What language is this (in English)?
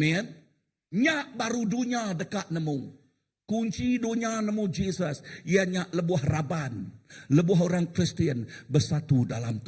Iban